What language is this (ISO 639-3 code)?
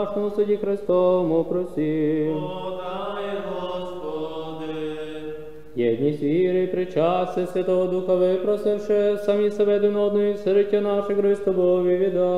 ukr